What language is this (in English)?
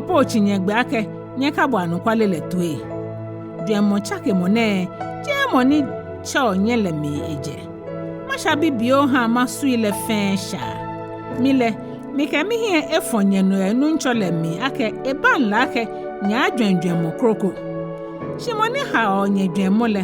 Ga